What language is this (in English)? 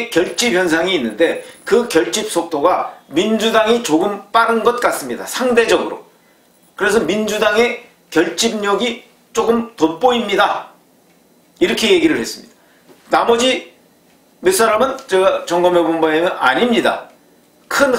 Korean